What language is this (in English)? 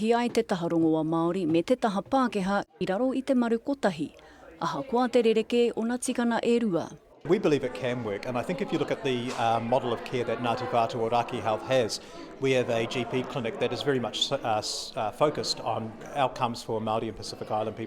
Māori